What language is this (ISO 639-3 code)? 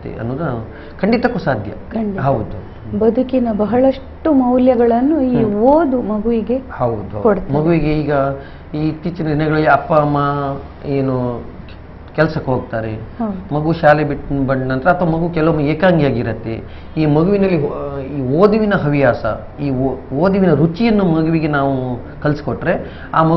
kan